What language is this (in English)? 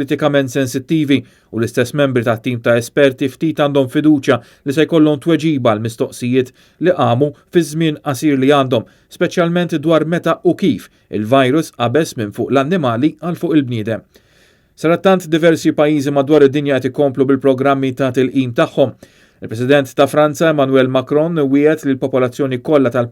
Maltese